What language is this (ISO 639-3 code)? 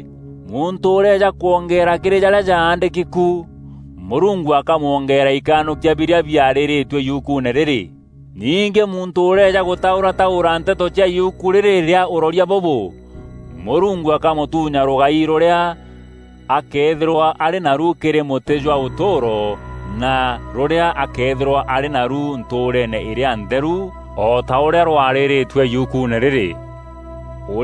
mer